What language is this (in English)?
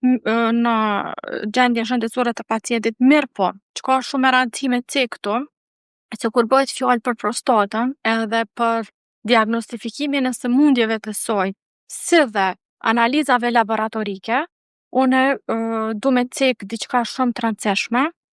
Albanian